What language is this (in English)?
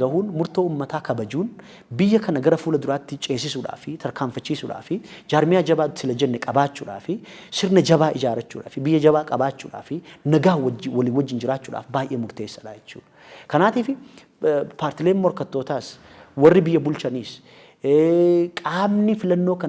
Oromo